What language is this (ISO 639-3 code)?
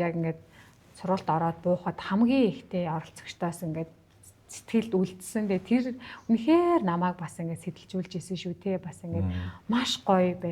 mon